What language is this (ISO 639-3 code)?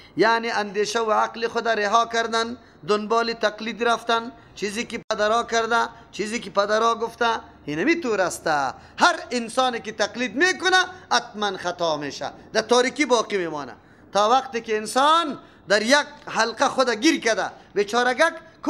fas